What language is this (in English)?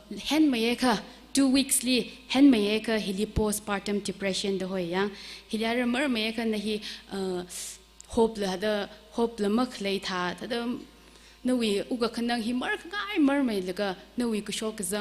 Tangkhul Naga (India)